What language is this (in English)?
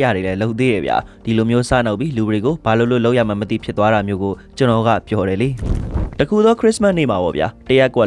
Burmese